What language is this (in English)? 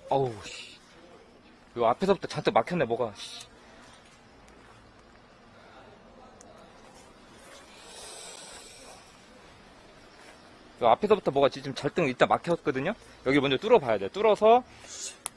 Korean